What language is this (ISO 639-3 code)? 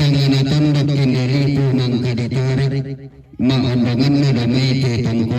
sda